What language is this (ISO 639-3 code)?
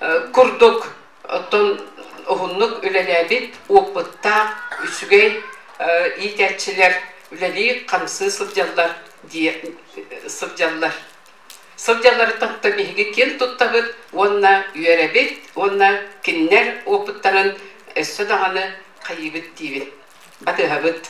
sah